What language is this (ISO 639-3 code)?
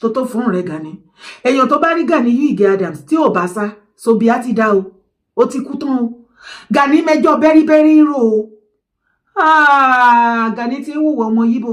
yor